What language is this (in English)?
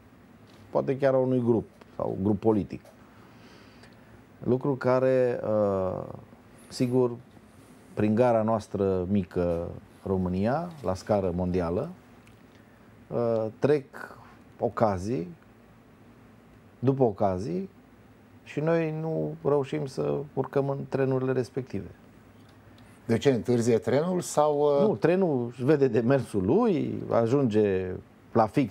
Romanian